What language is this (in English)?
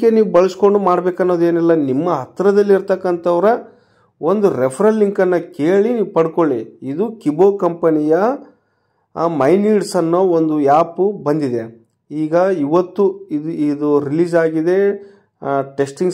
Kannada